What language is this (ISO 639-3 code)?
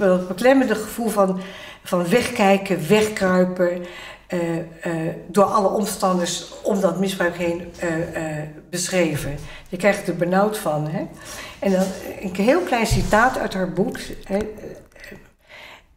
nld